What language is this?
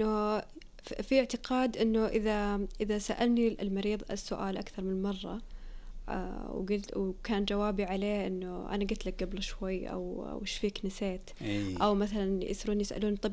Najdi Arabic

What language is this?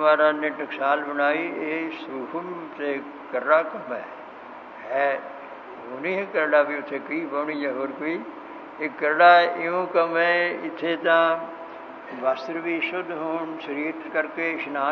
Punjabi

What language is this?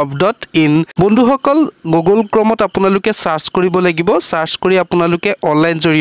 Assamese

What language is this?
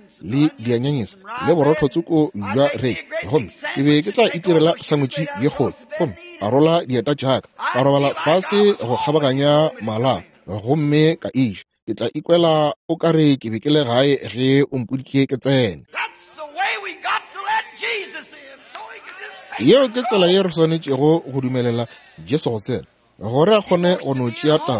Northern Sotho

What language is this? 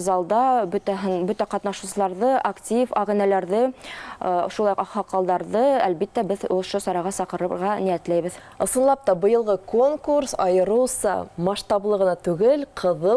Bashkir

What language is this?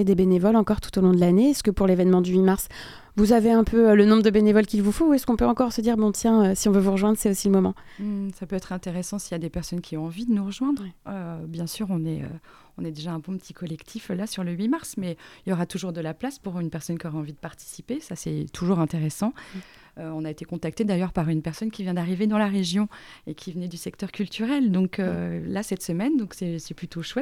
French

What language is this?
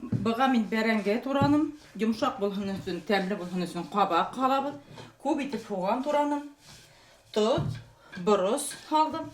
Bashkir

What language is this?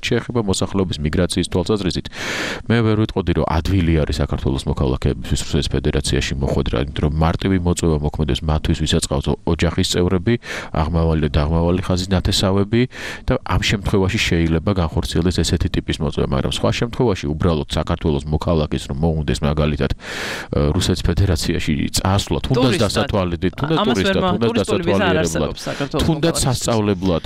Georgian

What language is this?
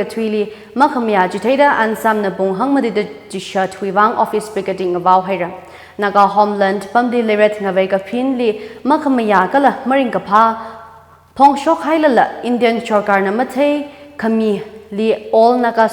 Tangkhul Naga (India)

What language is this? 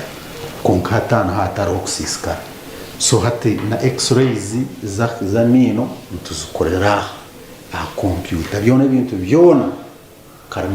Nyankole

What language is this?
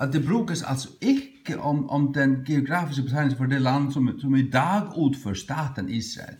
Faroese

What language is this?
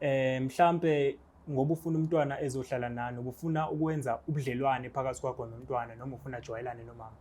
Zulu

